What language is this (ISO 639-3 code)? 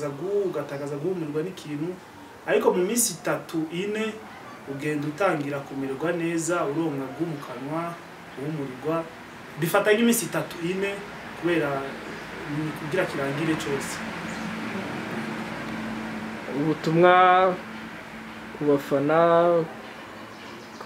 kin